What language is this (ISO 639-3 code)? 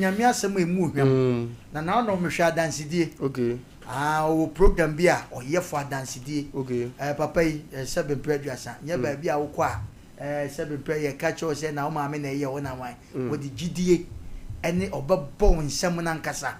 aka